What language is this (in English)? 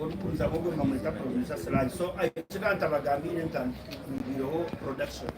Nyankole